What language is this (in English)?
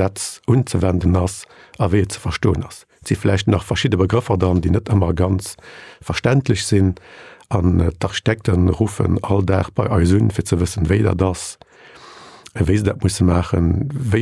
Luxembourgish